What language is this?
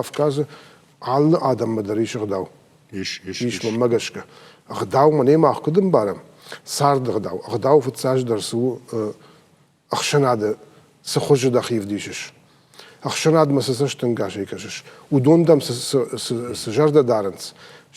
Ossetic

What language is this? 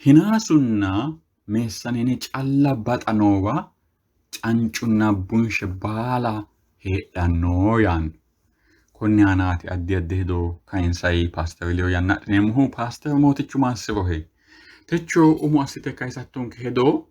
Sidamo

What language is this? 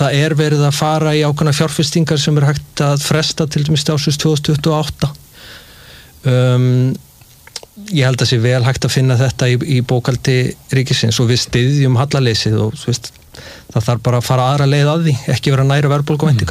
Icelandic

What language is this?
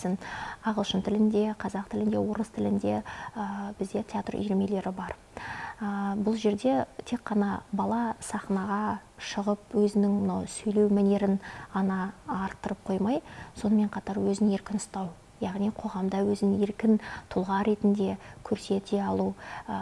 Kazakh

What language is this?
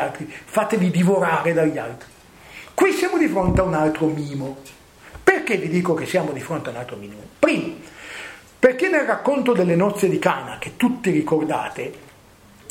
Italian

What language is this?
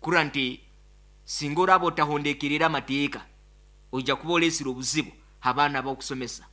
Nyoro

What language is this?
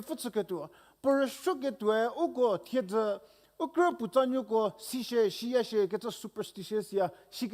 Angami Naga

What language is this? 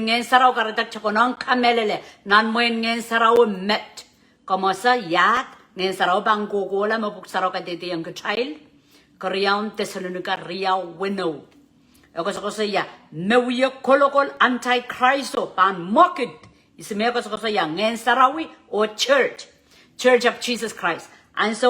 Pohnpeian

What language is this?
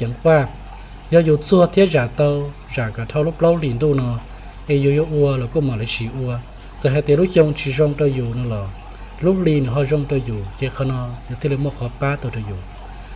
Hmong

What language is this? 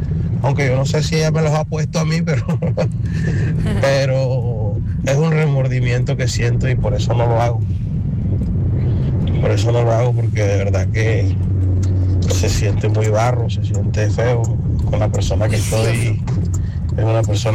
Spanish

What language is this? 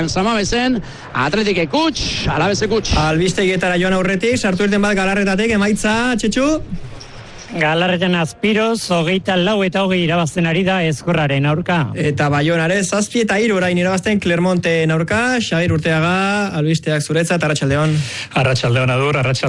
Basque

